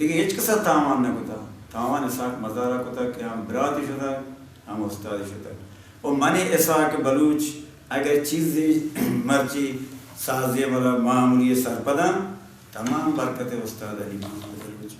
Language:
Baluchi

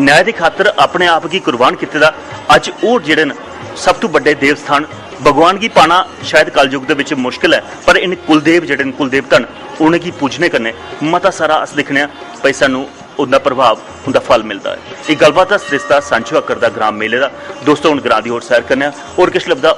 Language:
Dogri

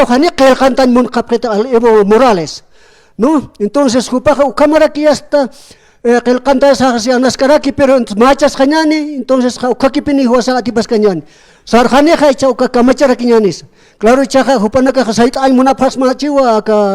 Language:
Aymara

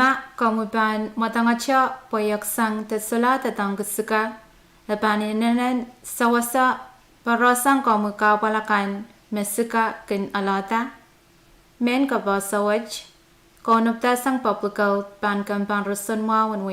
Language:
Pohnpeian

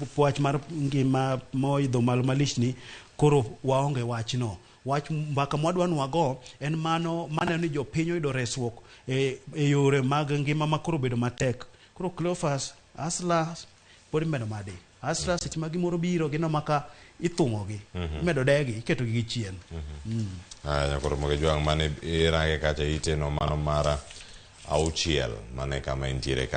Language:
Luo (Kenya and Tanzania)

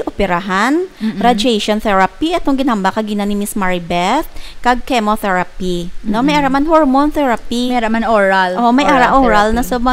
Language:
Hiligaynon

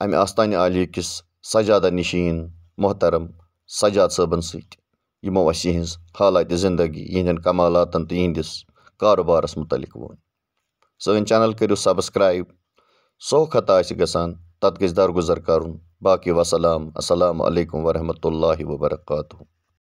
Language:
Kashmiri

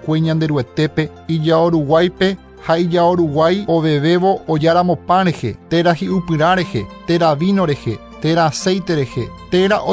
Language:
Guarani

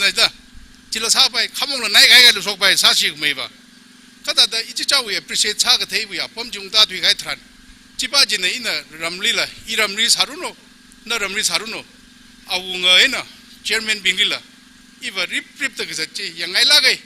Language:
Tangkhul Naga (India)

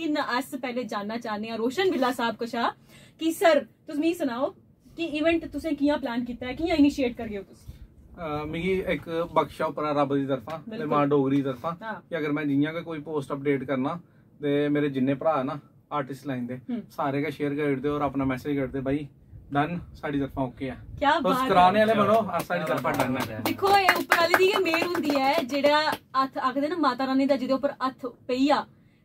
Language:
Dogri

